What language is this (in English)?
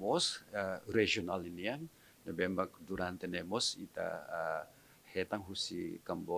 Tetum